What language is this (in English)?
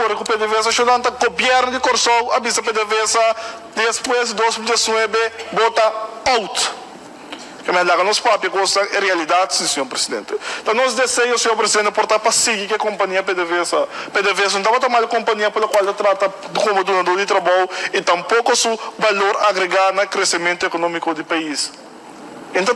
Papiamento